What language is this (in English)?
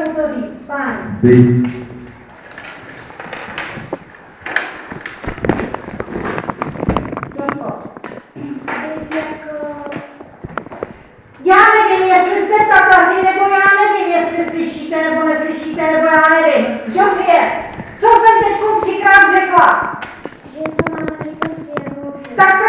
Czech